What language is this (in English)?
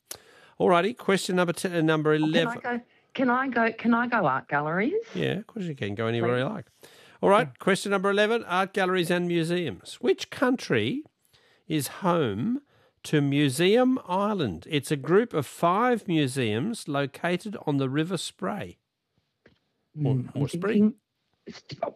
English